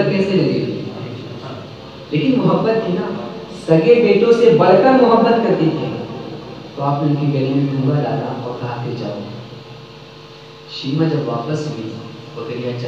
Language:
Urdu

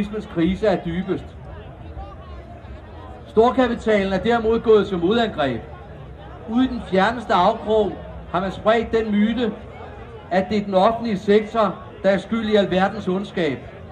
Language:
Danish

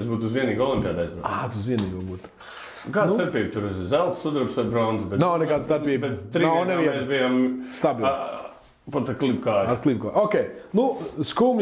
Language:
Latvian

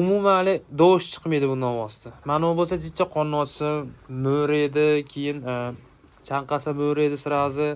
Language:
Uzbek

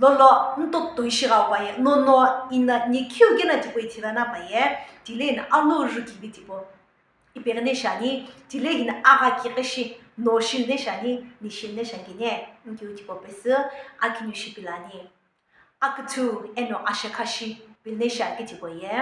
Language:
Sumi Naga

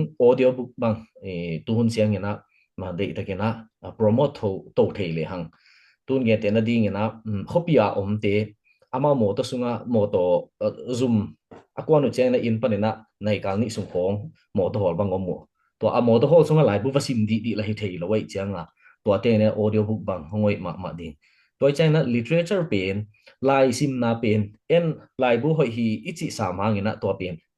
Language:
Tedim Chin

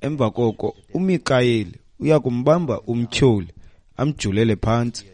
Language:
Xhosa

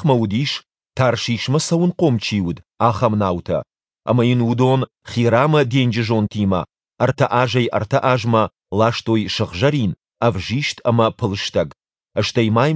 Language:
Ossetic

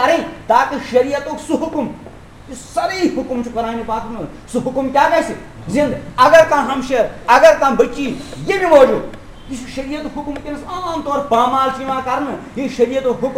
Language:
Kashmiri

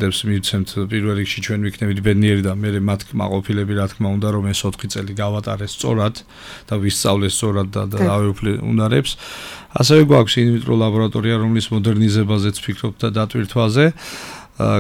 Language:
Georgian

